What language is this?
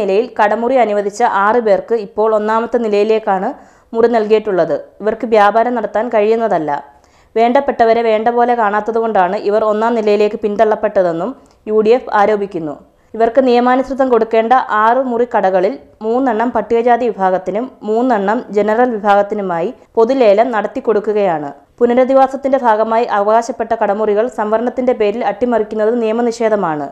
Malayalam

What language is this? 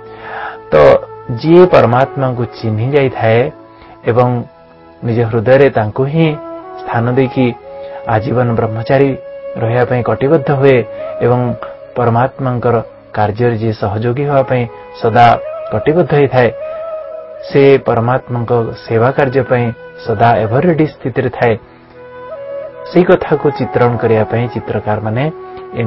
Odia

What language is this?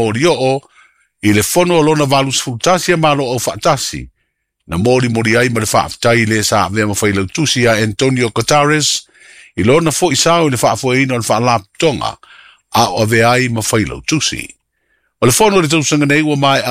Samoan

